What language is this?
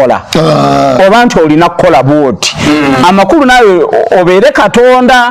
Ganda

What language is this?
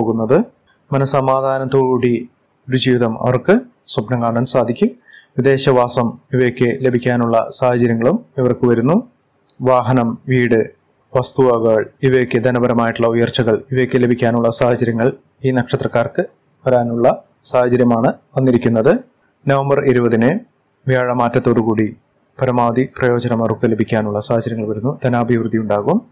Malayalam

